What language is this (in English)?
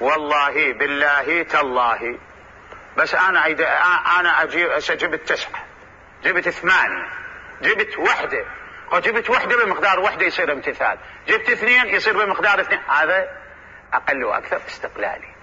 Mesopotamian Arabic